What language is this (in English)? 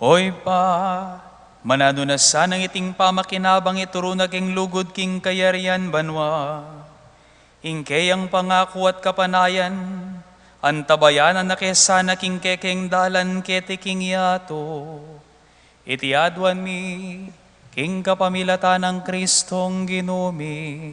Pampanga